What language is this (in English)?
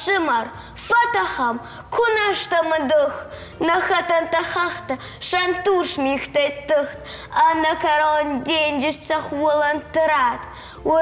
Ossetic